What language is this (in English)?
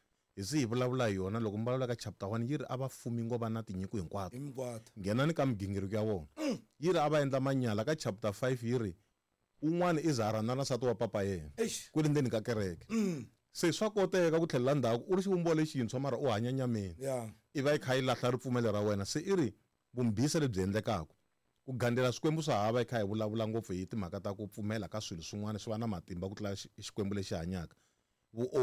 Tsonga